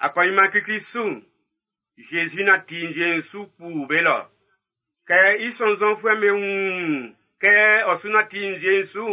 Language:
Baoulé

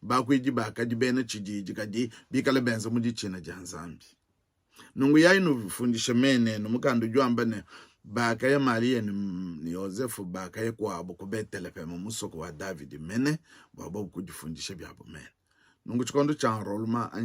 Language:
Luba-Lulua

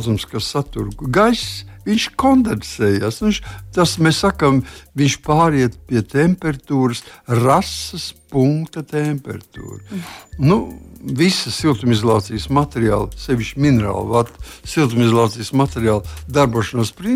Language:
Latvian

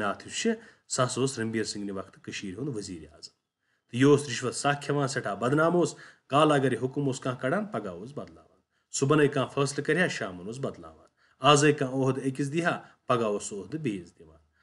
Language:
Kashmiri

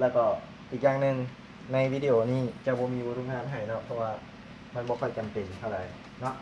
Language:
Lao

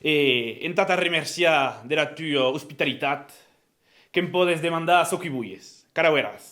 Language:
Occitan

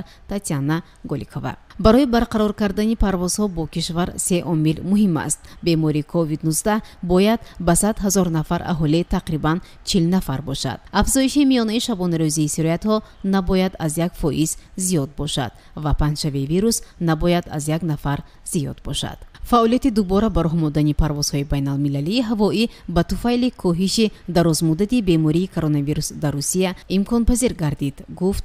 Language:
Tajik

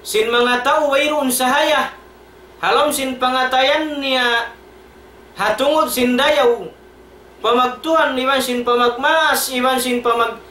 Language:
Tausug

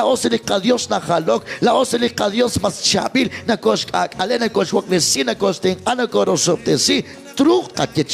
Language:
Kekchí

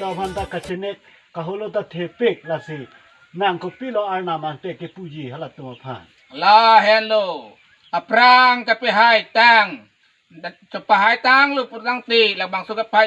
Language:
Karbi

